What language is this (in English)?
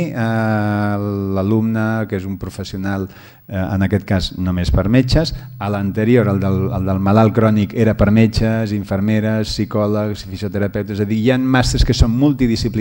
Catalan